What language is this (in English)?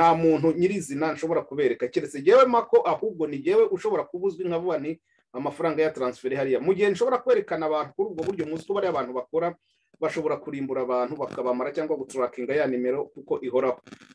Kinyarwanda